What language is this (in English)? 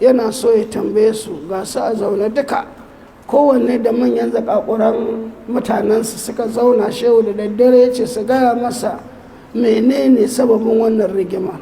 Hausa